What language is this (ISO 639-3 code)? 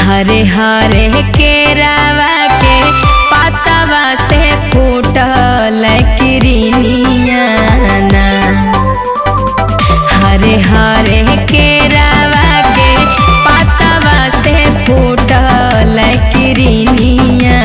mag